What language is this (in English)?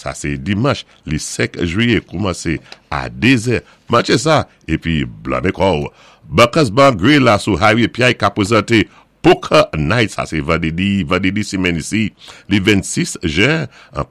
Saint Lucian Creole French